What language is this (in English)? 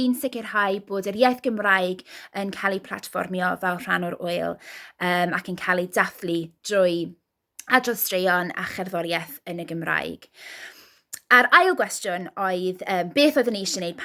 Welsh